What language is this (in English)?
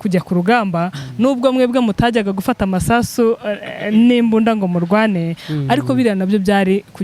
Kinyarwanda